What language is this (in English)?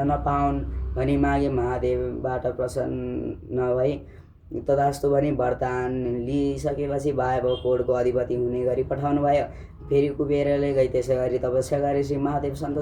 Nepali